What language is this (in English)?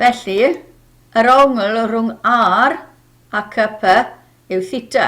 Welsh